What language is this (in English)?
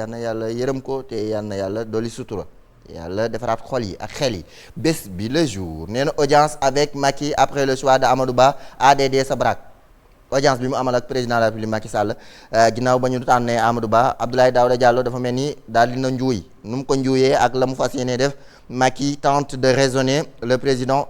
Wolof